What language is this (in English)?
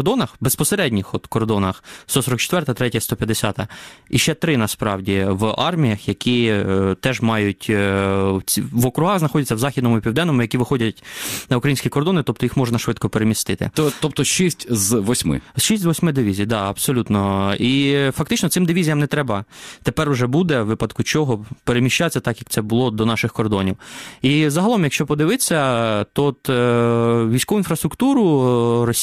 Ukrainian